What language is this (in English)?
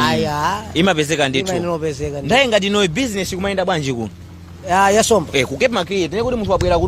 Nyanja